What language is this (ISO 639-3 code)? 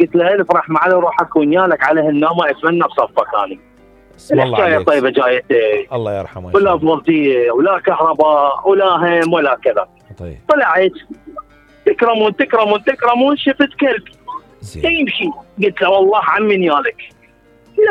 acm